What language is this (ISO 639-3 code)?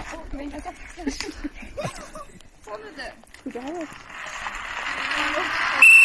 nor